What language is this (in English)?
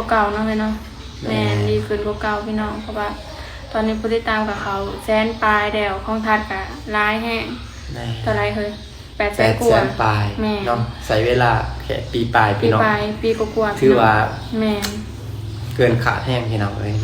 Lao